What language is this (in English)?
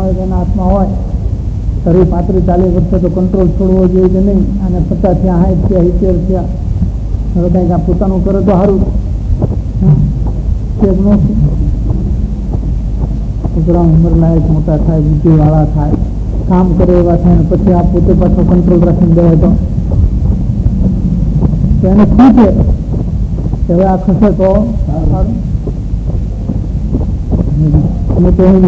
Gujarati